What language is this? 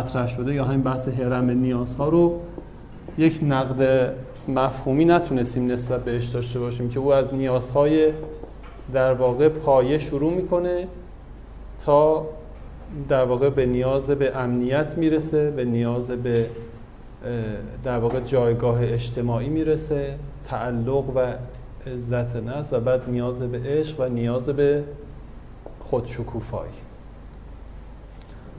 Persian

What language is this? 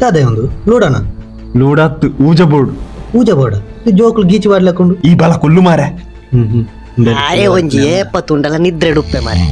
Tulu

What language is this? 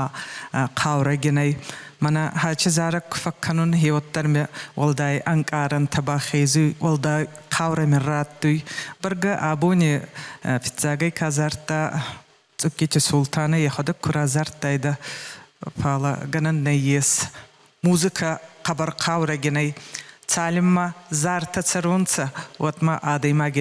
Ossetic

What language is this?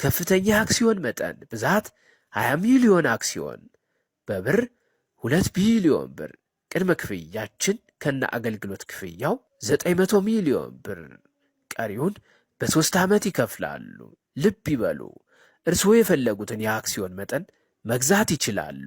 Amharic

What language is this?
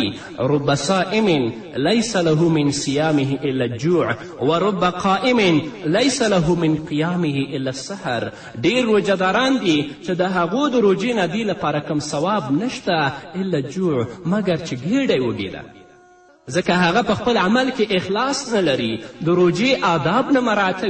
Pashto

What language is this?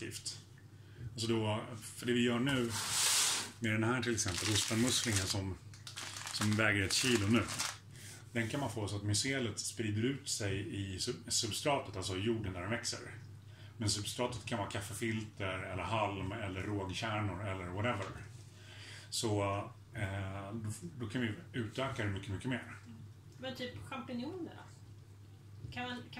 Swedish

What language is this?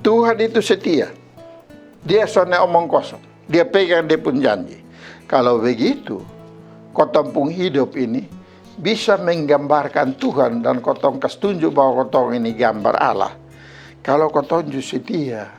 Kupang Malay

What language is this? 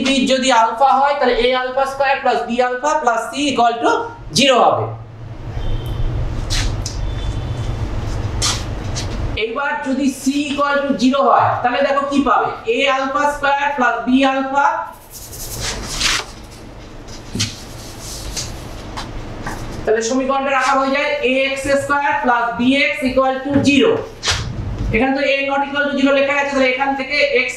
Bangla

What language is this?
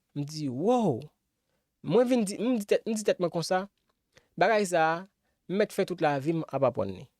Haitian Creole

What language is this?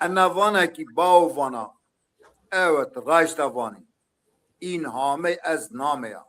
Zaza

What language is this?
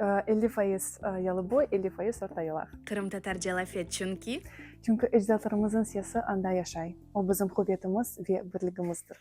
Crimean Tatar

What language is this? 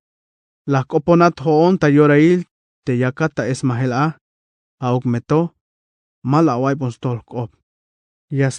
Tzeltal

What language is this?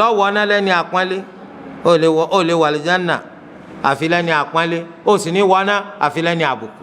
Yoruba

